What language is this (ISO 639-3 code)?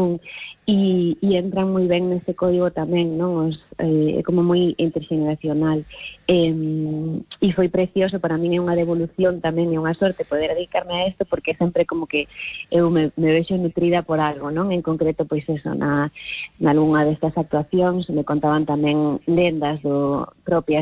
glg